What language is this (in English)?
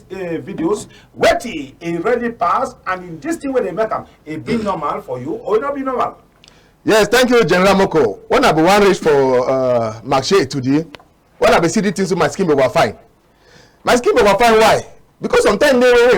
Cameroon Pidgin